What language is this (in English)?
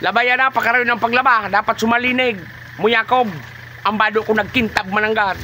Bikol